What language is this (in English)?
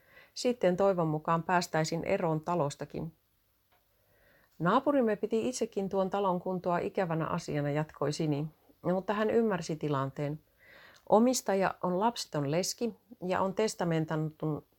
Finnish